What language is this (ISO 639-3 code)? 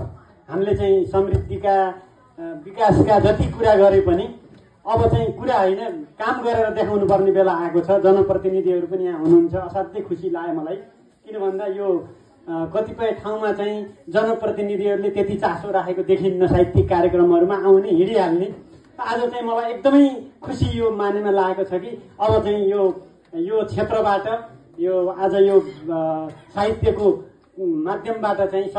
nep